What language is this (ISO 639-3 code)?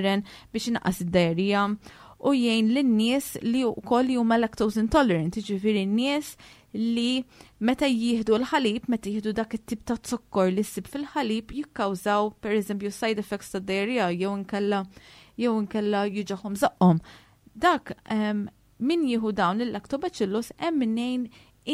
mlt